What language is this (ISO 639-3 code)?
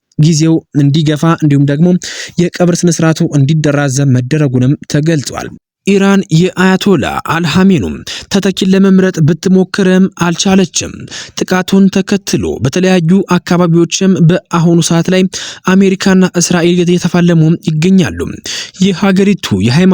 amh